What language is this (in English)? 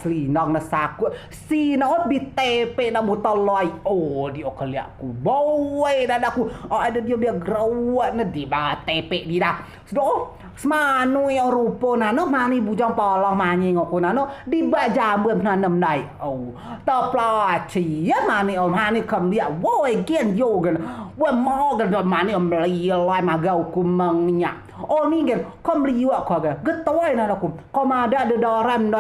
Rejang